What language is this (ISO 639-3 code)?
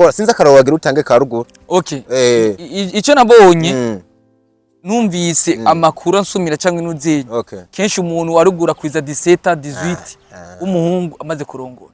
run